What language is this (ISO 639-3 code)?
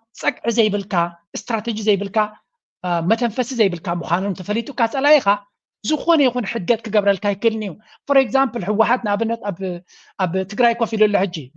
tir